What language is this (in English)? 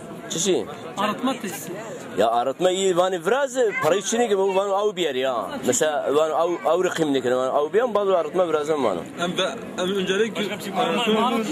Zaza